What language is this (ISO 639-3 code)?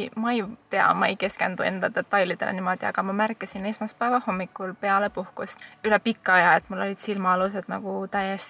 est